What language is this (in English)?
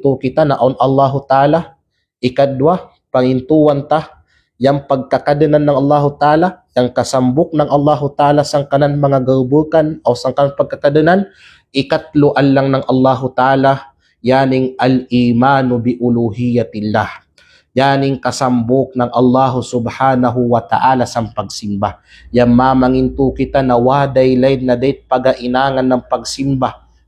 Kalagan